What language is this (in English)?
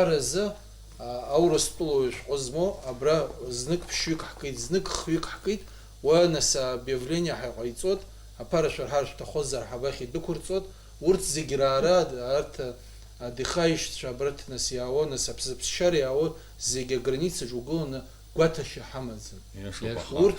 Abkhazian